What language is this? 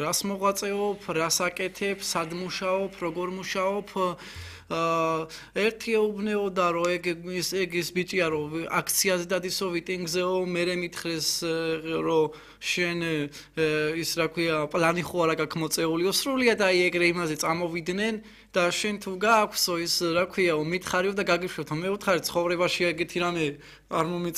Georgian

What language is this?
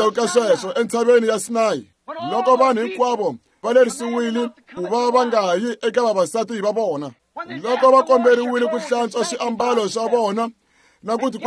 Tsonga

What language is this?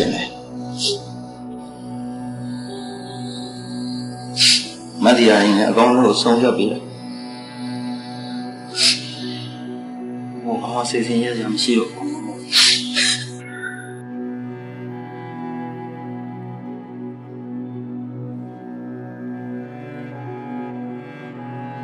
Burmese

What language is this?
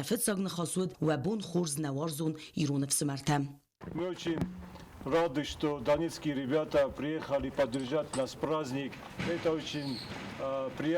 Ossetic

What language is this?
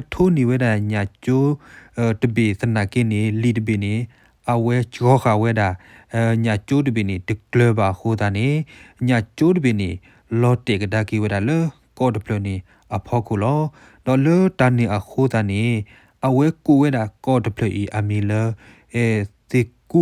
S'gaw Karen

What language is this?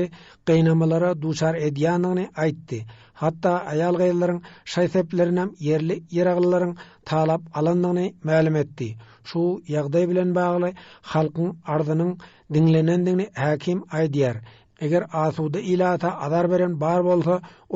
Turkmen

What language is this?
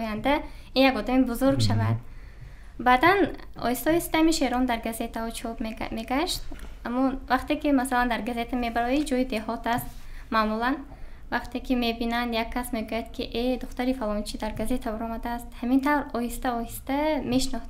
Tajik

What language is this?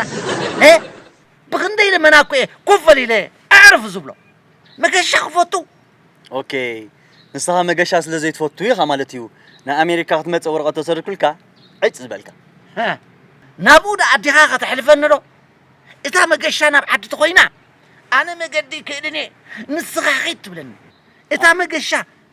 Tigrinya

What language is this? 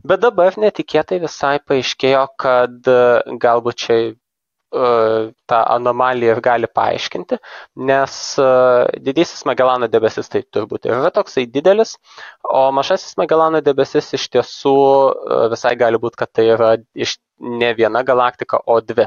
Lithuanian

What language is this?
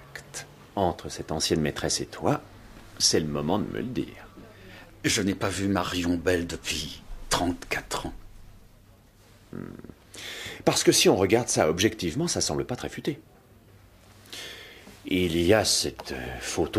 French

